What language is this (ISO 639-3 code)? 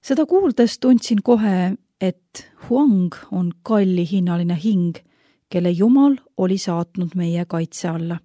est